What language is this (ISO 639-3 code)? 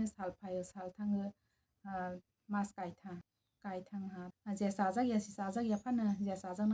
trp